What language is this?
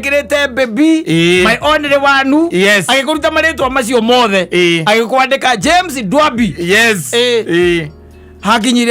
Kikuyu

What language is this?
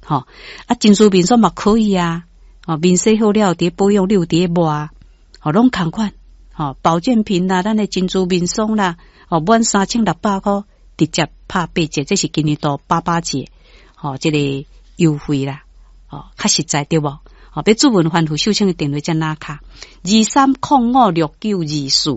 Min Nan Chinese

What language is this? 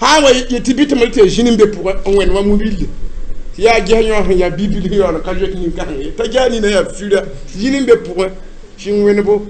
Mossi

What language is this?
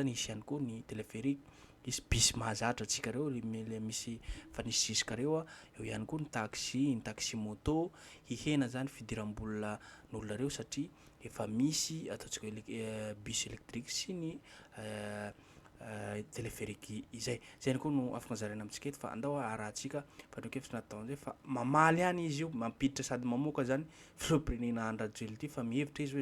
Malagasy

